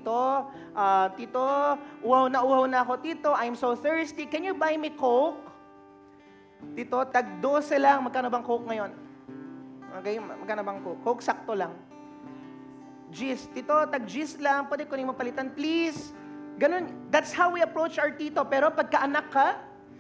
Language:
Filipino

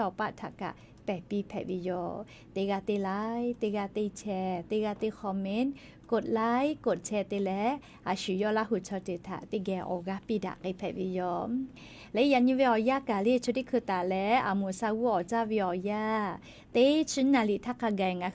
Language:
Lahu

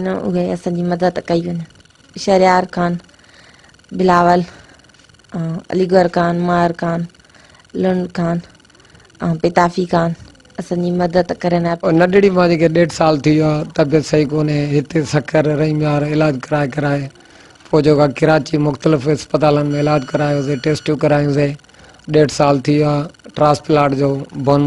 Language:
Sindhi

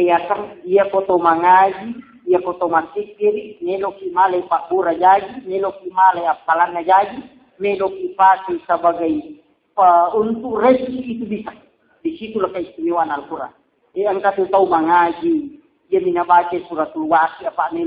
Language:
Buginese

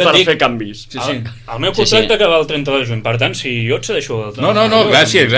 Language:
Catalan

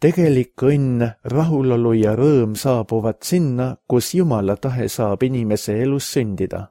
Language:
Estonian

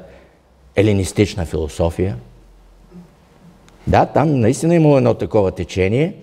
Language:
Bulgarian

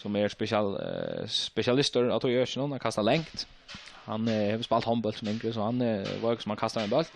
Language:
Faroese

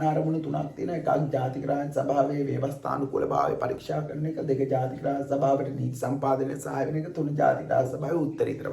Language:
Sinhala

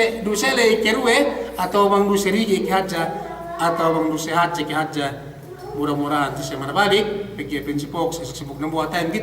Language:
Yakan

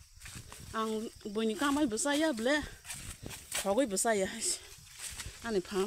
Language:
Kok Borok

